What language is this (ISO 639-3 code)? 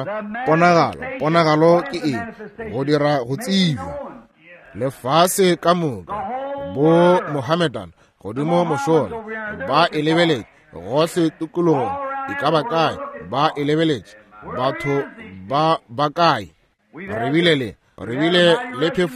nso